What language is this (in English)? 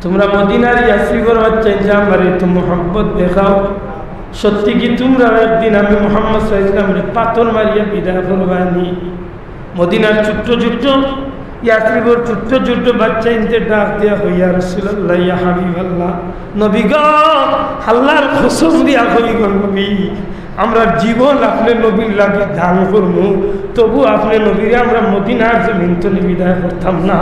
Sylheti